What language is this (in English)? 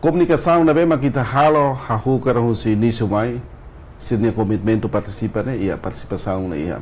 Tetum